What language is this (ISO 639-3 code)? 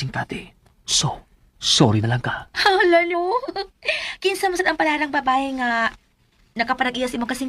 ceb